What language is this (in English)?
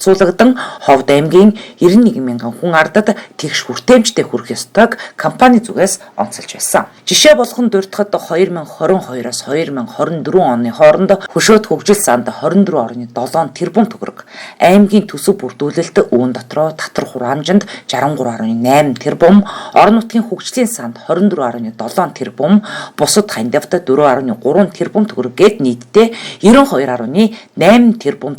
Mongolian